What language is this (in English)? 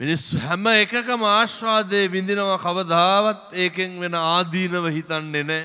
Sinhala